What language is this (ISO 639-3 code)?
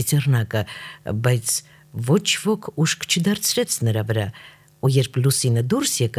hye